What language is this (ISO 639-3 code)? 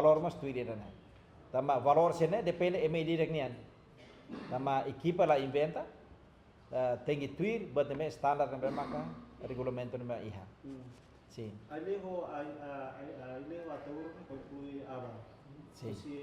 tet